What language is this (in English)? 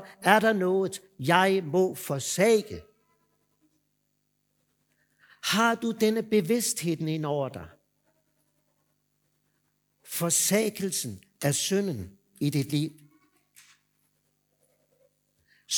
Danish